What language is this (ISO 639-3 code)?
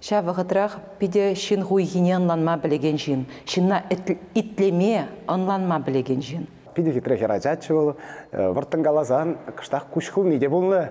chv